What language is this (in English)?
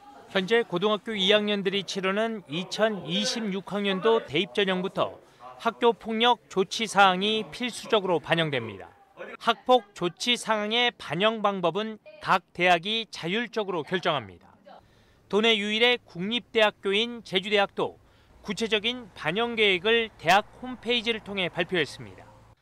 Korean